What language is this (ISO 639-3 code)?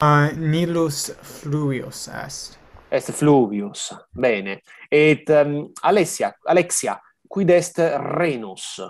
lat